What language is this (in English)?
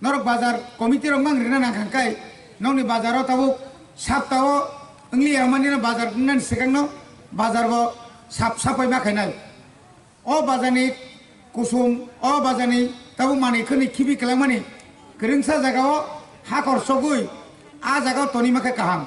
Kok Borok